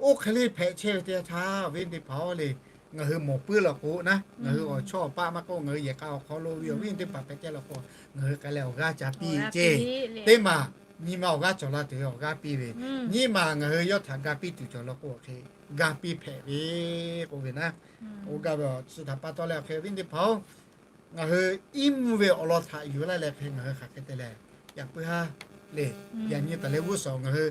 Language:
Lahu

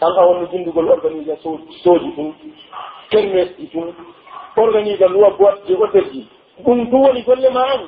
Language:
Pular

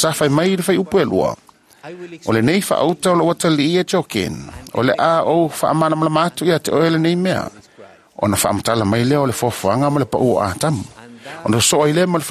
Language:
Samoan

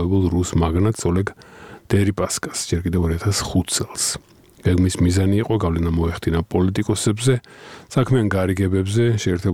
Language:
Georgian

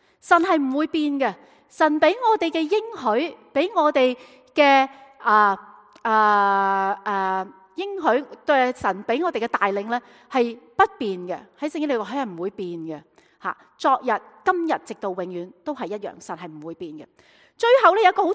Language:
Cantonese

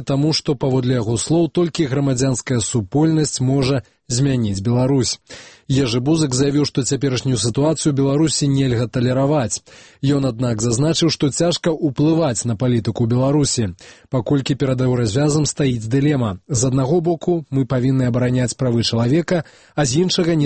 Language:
Belarusian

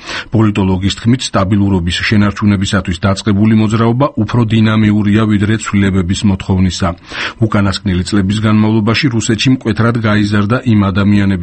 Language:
Georgian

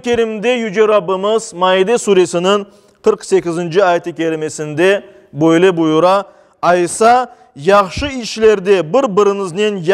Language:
Crimean Tatar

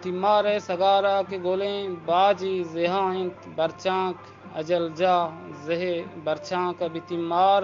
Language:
Eastern Balochi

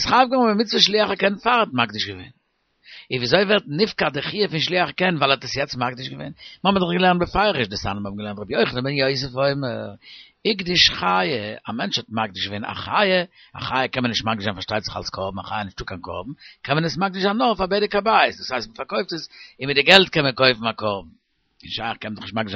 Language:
Yiddish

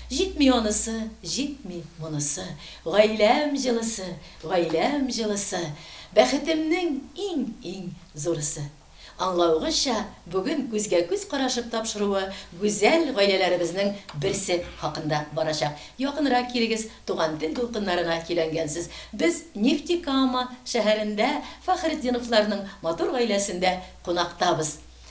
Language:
Tatar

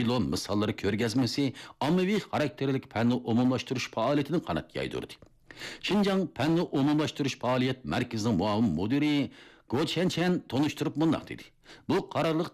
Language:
Uyghur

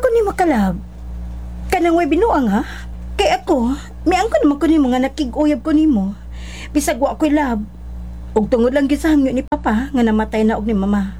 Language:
Cebuano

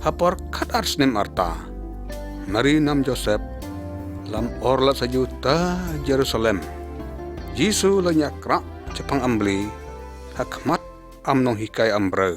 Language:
Lyngngam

